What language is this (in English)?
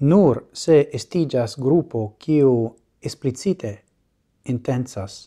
Esperanto